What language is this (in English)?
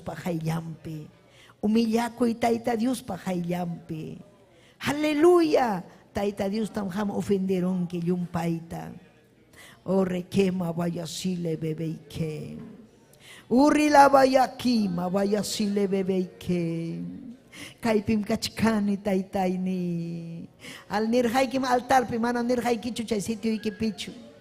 Ayacucho Quechua